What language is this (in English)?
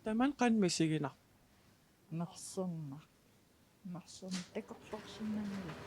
Kalaallisut